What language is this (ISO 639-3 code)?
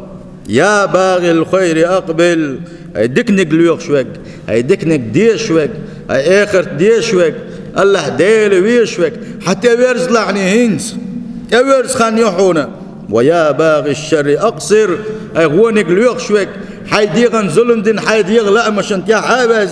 che